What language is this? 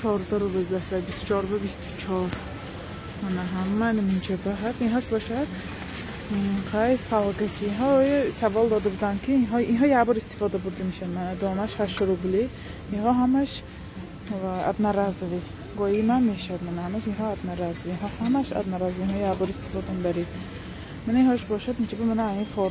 Tajik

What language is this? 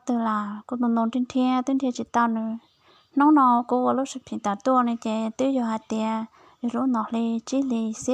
Hmong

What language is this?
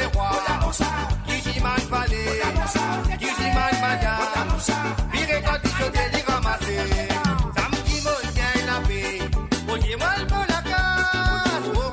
Morisyen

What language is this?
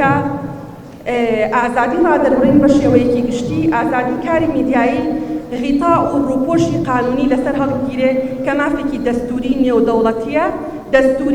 Central Kurdish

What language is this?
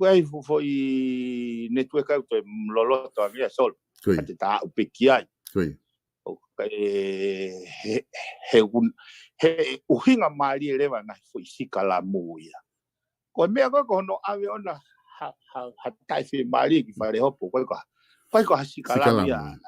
Tongan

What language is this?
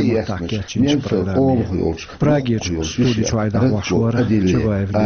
Chechen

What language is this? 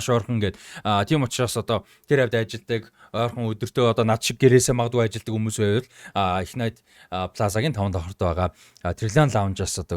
Mongolian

